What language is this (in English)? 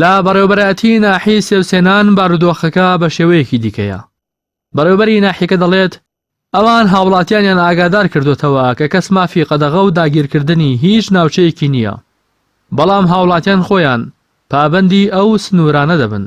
Central Kurdish